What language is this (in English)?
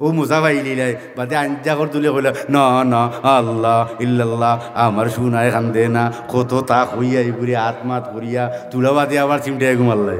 Sylheti